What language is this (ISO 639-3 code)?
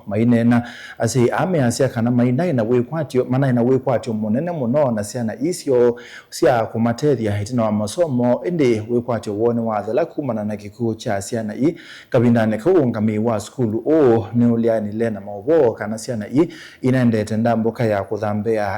kam